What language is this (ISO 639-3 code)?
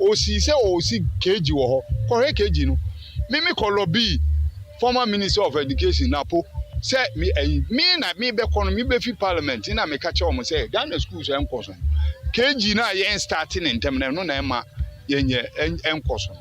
aka